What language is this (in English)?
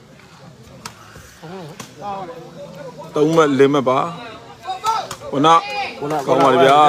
Burmese